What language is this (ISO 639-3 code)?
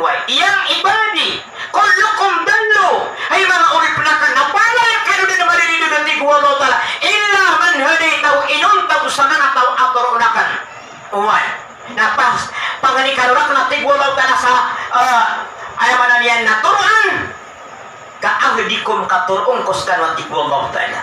mrw